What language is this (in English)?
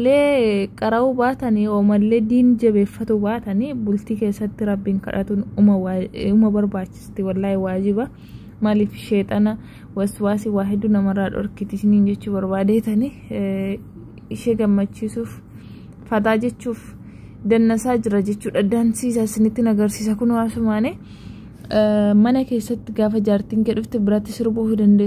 Oromo